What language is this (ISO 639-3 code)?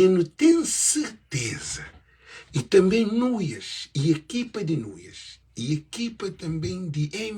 kea